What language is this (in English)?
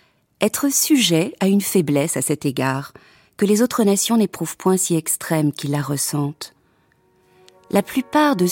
French